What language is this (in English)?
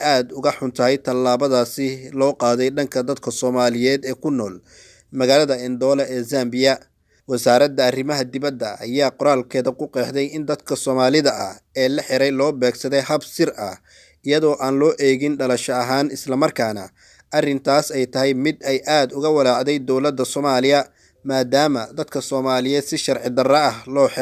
Somali